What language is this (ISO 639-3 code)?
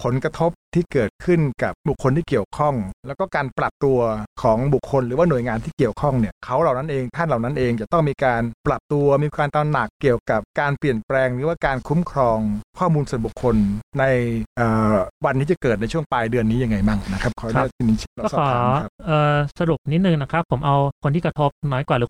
tha